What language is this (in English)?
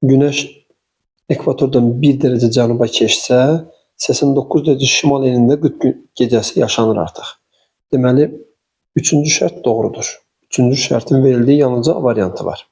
Azerbaijani